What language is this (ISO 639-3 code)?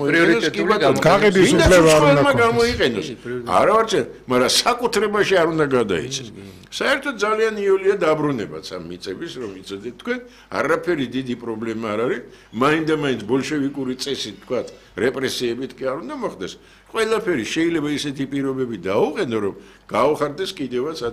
kat